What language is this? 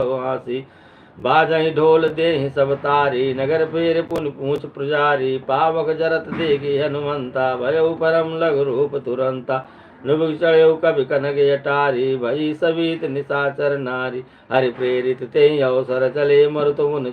Awadhi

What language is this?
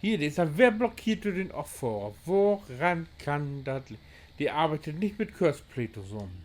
Low German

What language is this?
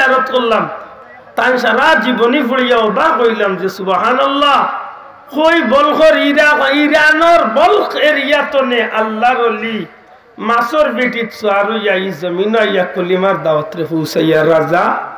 Sylheti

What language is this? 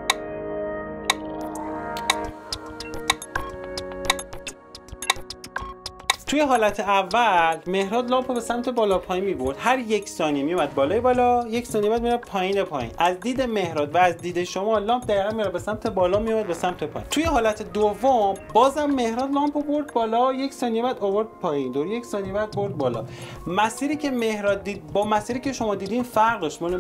Persian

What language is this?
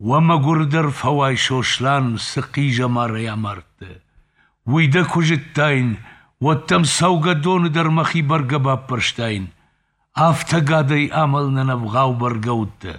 Ossetic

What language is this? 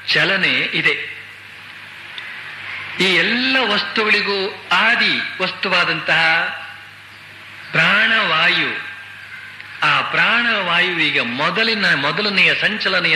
Kannada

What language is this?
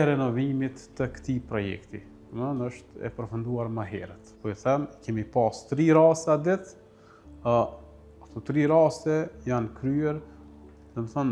Albanian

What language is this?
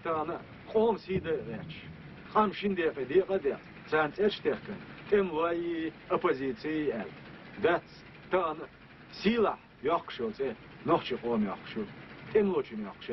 Chechen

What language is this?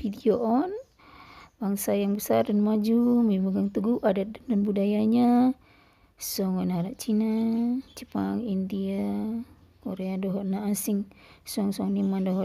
Batak Toba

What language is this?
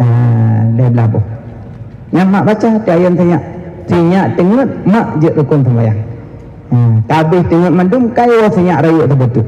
Achinese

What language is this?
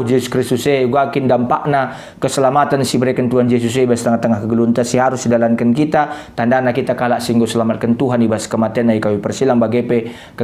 Batak Karo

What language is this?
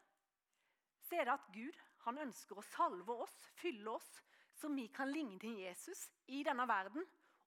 Norwegian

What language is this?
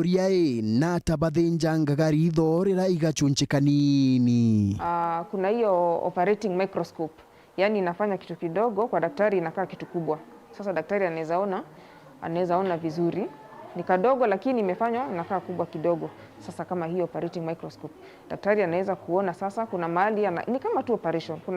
Meru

